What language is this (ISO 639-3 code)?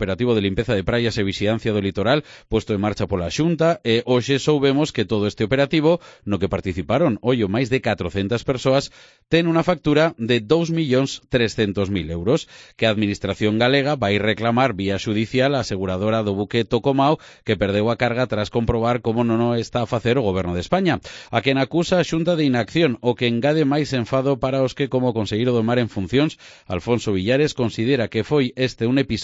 glg